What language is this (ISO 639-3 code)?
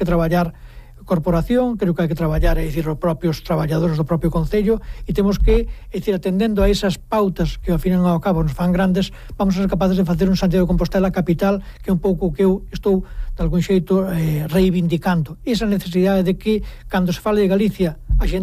glg